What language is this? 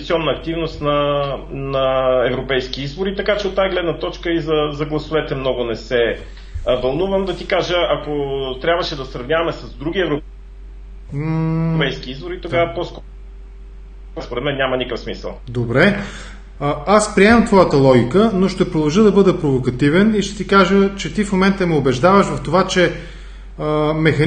Bulgarian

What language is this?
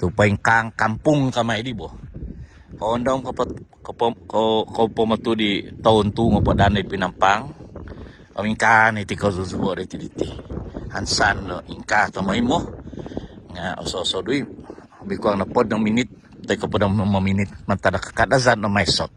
Central Dusun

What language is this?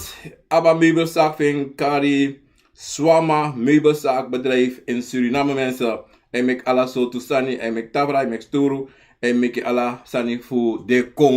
Sranan Tongo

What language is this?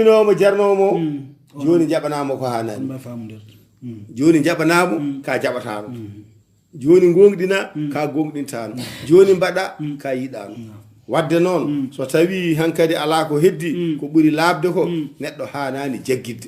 Fula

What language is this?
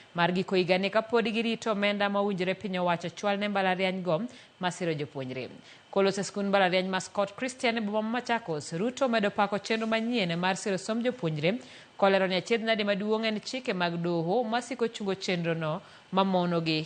Luo (Kenya and Tanzania)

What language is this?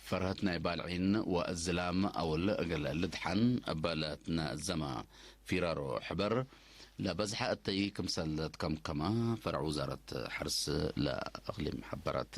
Tigre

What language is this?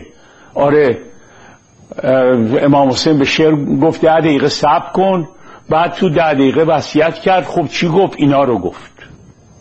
Persian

